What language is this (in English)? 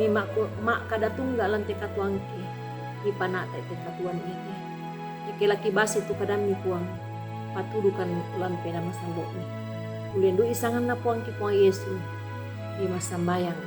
Toraja-Sa'dan